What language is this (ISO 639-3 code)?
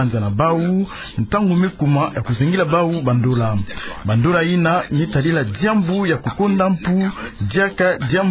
ktu